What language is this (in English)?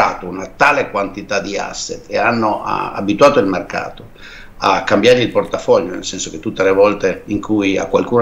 Italian